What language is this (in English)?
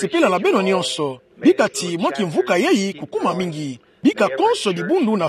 Kituba (Democratic Republic of Congo)